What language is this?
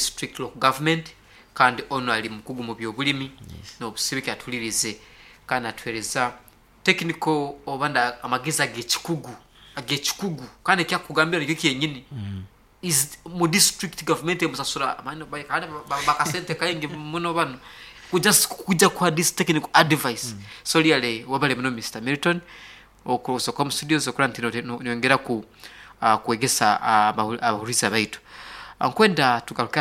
Nyoro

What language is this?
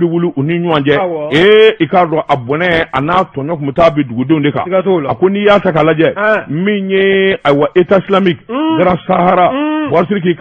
Bambara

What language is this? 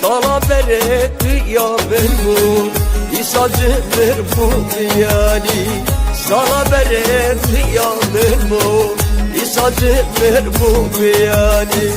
Kurdish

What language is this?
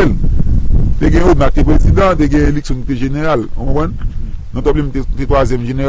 Haitian Creole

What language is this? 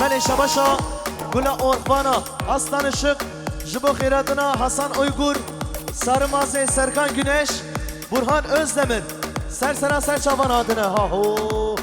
Kurdish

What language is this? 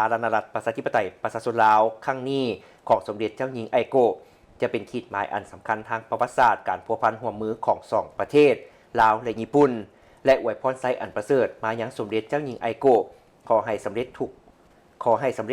Lao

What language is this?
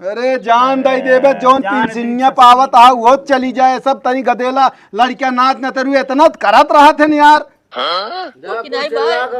Awadhi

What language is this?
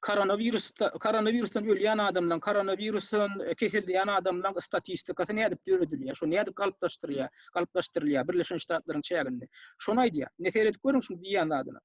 Turkmen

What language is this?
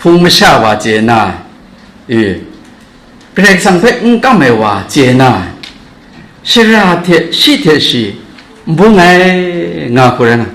Kachin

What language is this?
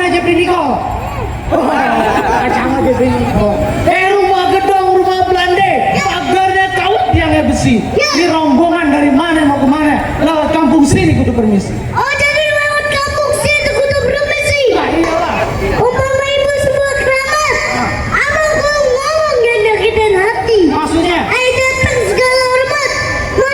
Betawi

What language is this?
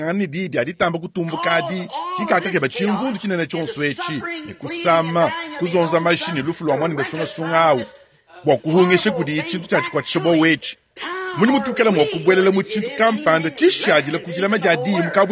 Luba-Lulua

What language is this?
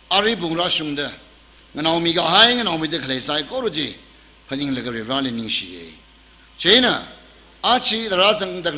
Tangkhul Naga (India)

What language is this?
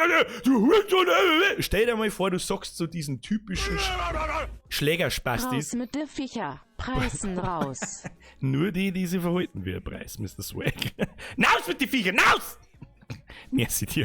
Bavarian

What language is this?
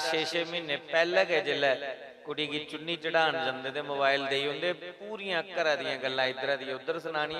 Dogri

